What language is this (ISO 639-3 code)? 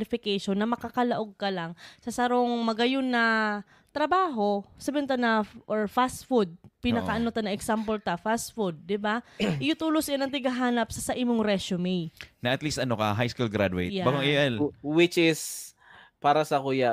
bik